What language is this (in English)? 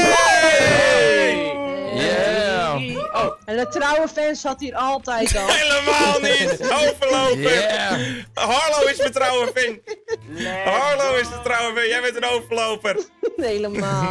Dutch